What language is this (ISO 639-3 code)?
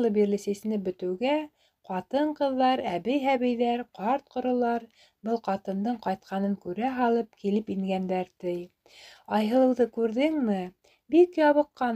bak